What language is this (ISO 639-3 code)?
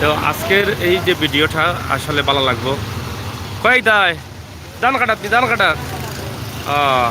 syl